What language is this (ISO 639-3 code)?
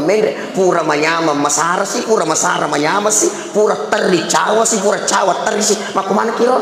bug